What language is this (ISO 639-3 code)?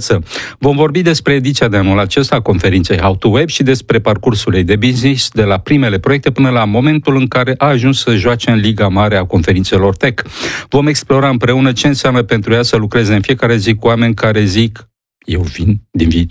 ron